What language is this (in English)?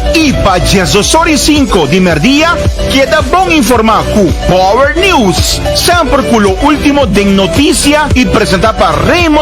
Papiamento